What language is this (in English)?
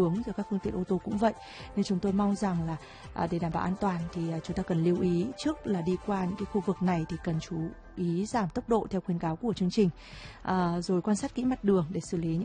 Vietnamese